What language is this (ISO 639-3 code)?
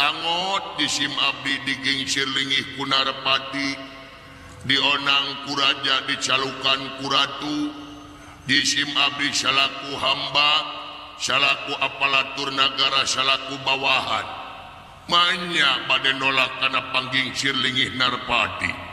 sun